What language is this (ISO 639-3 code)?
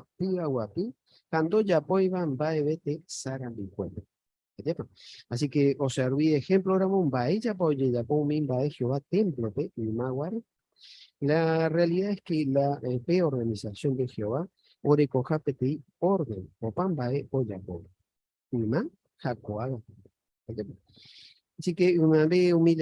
grn